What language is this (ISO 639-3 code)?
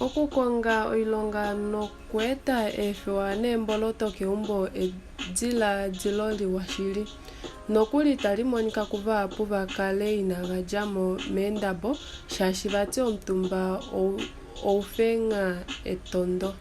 kua